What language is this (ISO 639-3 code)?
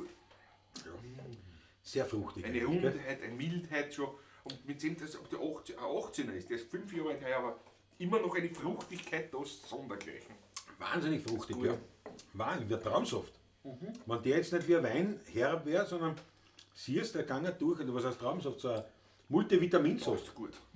bar